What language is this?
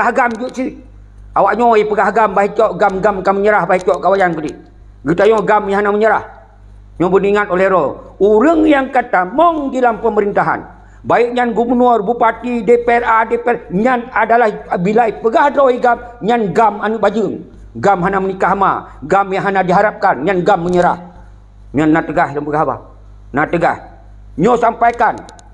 Achinese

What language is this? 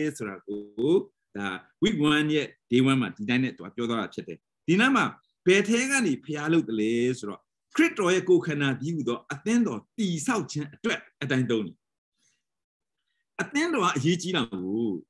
Burmese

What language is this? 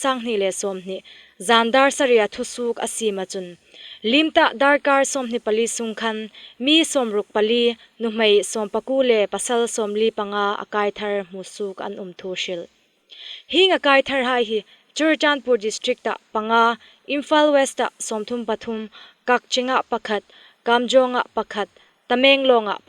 Hmar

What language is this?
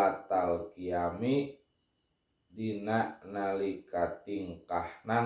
Sundanese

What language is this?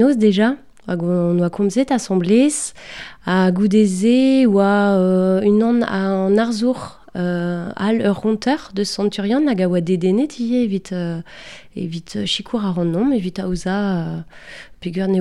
Breton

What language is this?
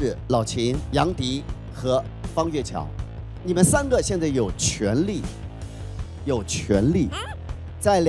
Chinese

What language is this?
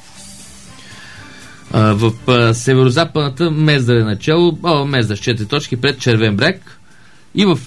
Bulgarian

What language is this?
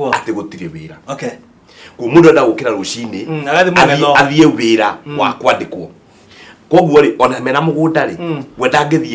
Kikuyu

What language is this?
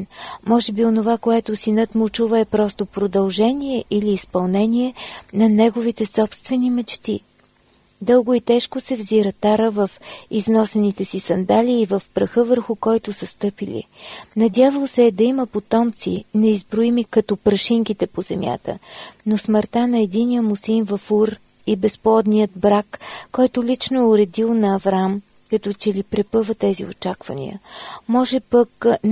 Bulgarian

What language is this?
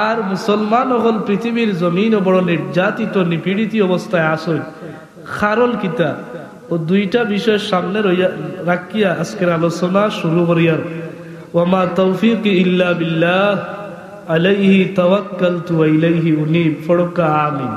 Sylheti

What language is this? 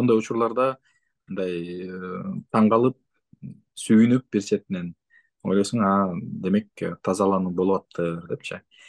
Kyrgyz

